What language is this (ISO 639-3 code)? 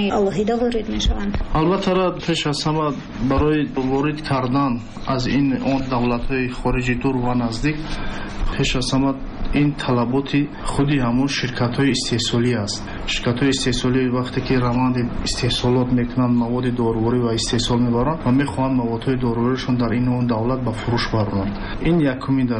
tgk